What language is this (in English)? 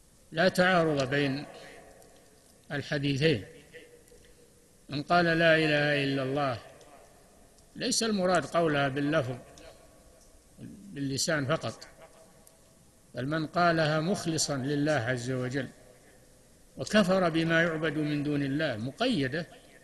Arabic